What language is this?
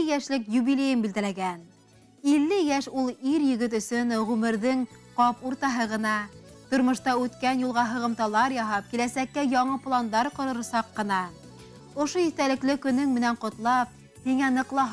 Bashkir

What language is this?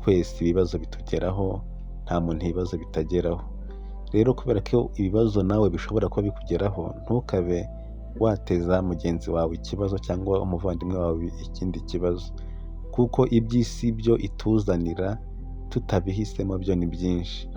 Kinyarwanda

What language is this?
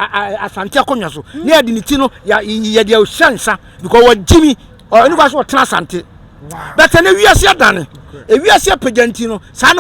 Akan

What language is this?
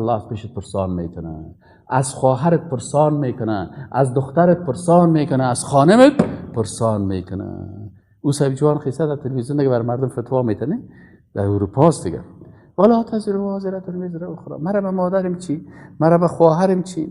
Persian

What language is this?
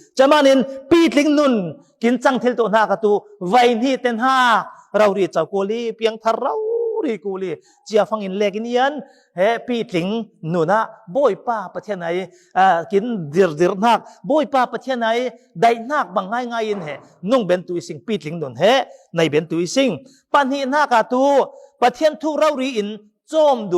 Falam Chin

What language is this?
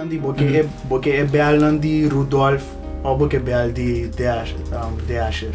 Papiamento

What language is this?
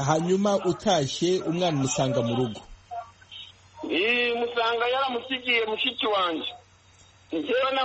Kinyarwanda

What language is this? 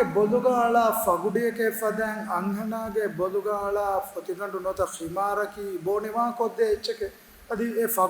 Divehi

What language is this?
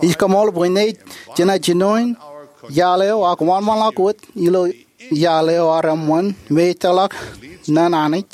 Marshallese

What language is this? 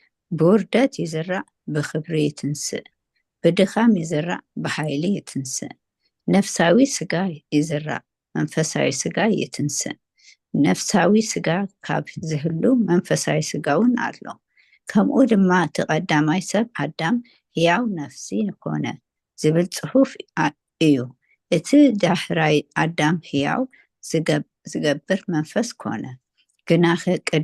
Tigrinya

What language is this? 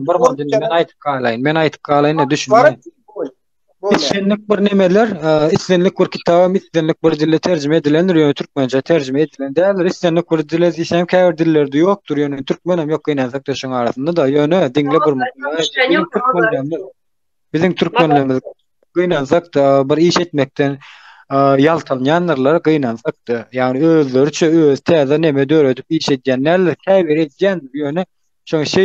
Turkmen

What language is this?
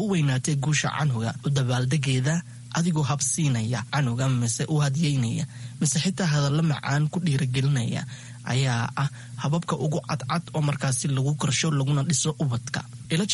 Somali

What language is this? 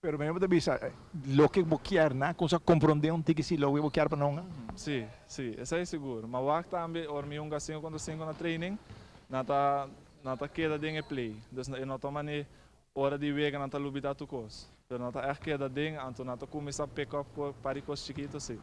Papiamento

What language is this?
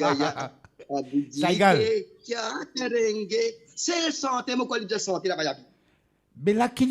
Morisyen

